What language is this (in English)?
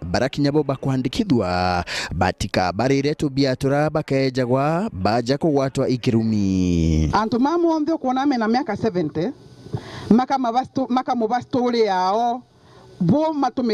Meru